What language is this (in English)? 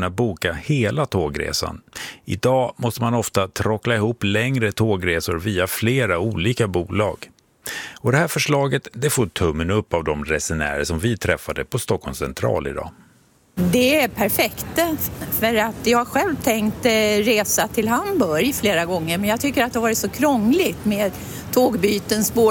Swedish